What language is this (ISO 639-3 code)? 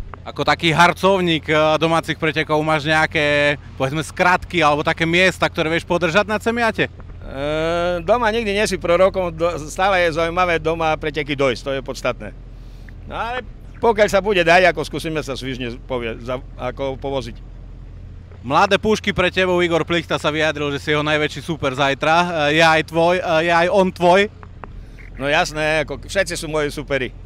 slk